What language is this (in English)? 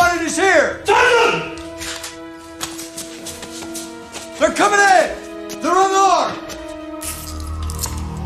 English